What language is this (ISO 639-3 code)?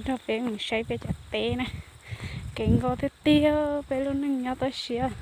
hmn